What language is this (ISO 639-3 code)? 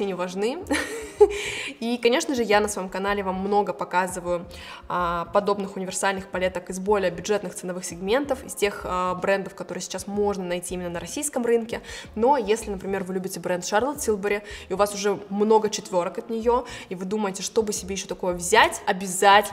rus